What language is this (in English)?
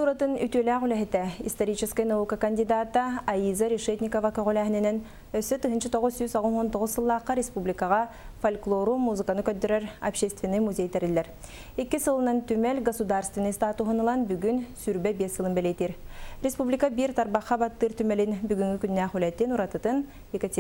Yakut